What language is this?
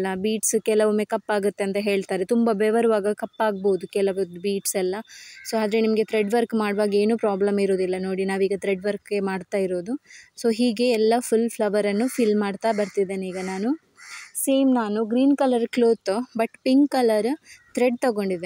Kannada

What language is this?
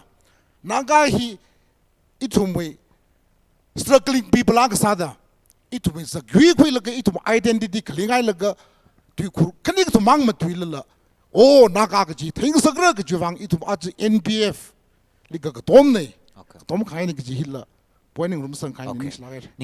Tangkhul Naga (India)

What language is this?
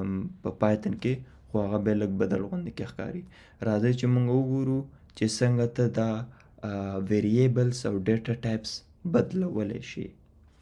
Pashto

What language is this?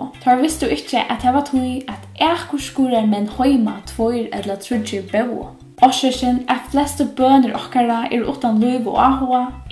Faroese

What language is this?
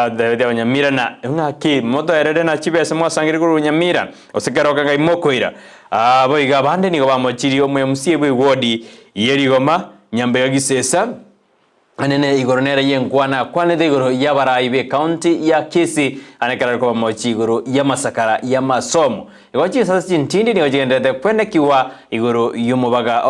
Gusii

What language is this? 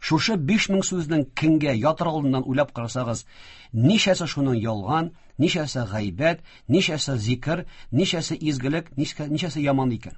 Tatar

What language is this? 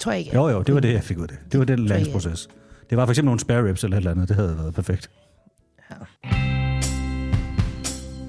Danish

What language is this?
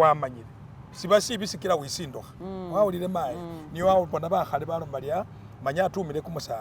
Masaaba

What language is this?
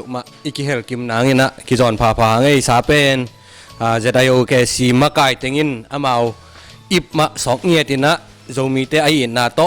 Tedim Chin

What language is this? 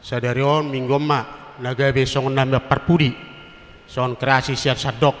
Batak Toba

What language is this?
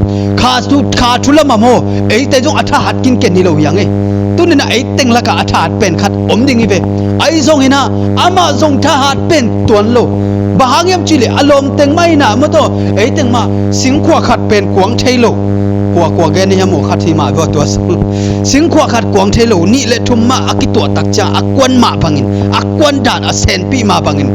Tedim Chin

